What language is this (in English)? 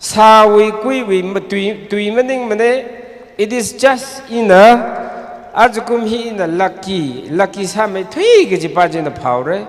Tangkhul Naga (India)